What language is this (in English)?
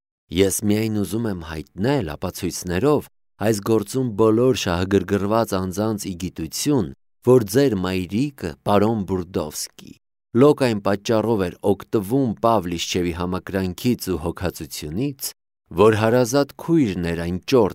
Armenian